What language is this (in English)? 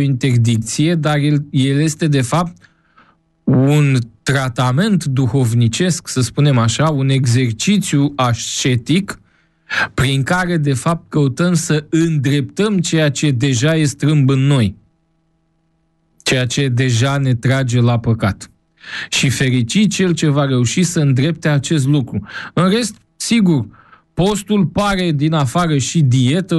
Romanian